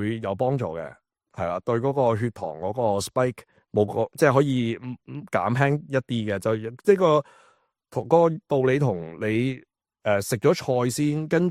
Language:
Cantonese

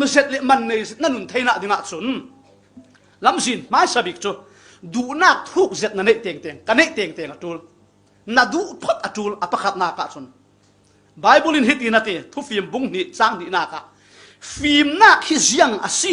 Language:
Falam Chin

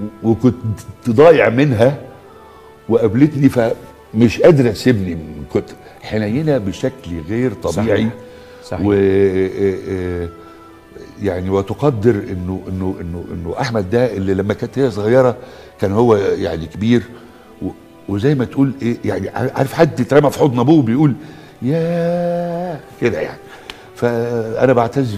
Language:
Egyptian Arabic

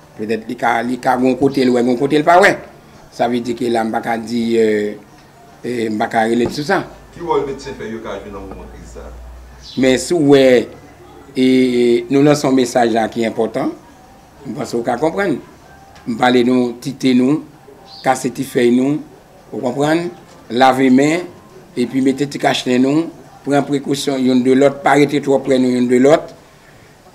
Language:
Haitian Creole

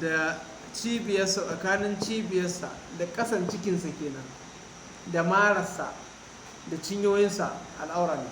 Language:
Hausa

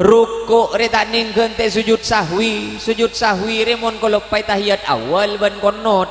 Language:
Madurese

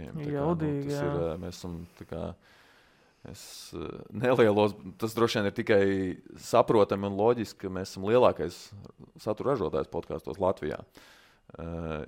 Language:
Latvian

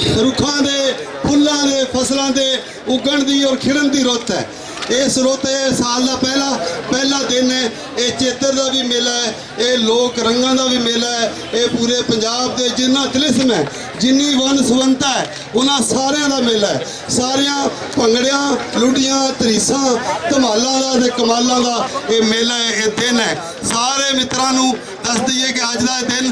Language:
Western Panjabi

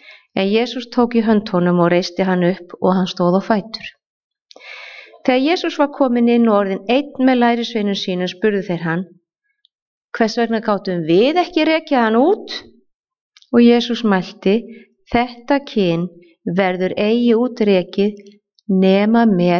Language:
Icelandic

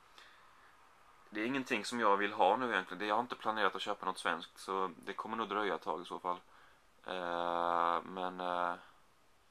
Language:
Swedish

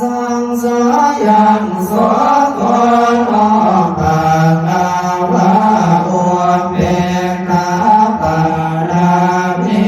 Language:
Pali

